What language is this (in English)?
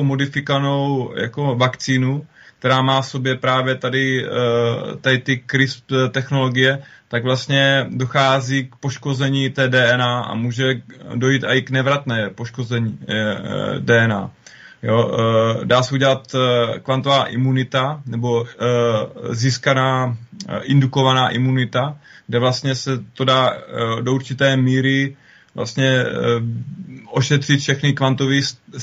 Czech